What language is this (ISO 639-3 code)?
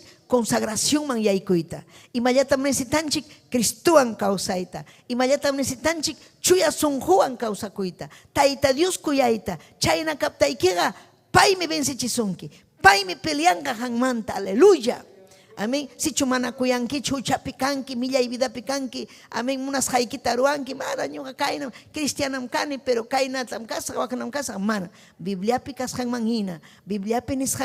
quy